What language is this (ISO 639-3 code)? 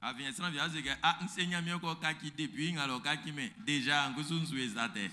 bci